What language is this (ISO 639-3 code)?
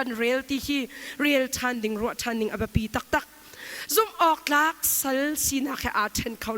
cnh